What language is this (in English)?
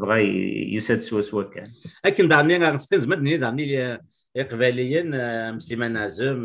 Kabyle